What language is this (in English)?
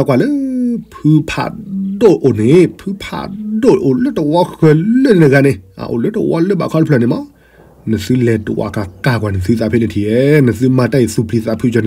S'gaw Karen